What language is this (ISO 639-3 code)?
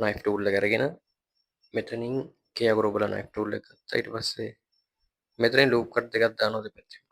sin